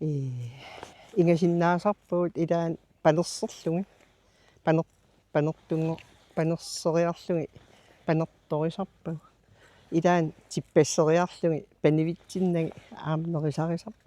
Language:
Kalaallisut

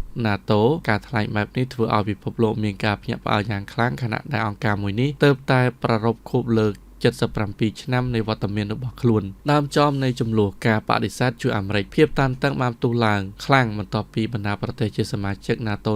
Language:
Khmer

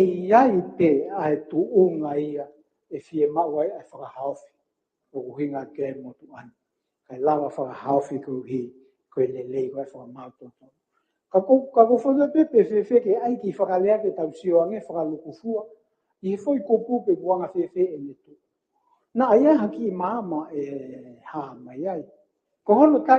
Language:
Tongan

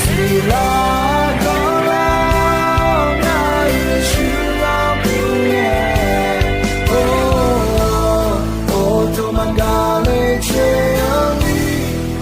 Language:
Akha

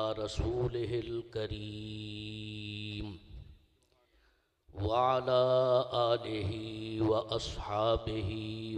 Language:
Urdu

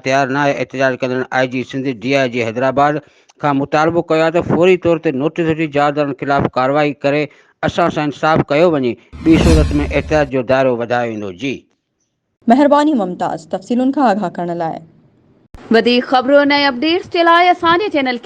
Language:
Sindhi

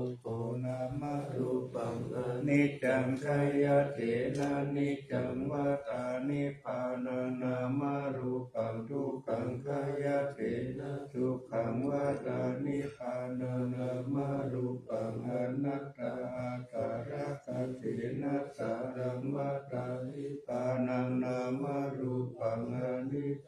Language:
Pali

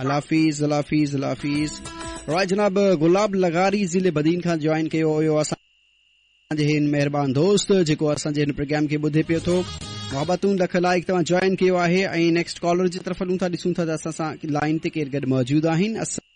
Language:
Sindhi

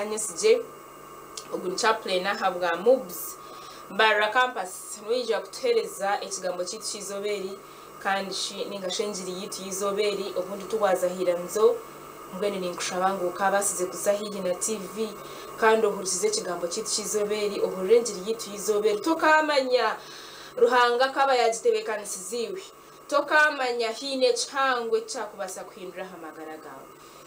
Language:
Nyankole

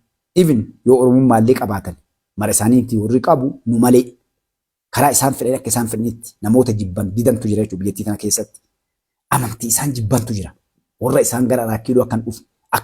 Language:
Oromo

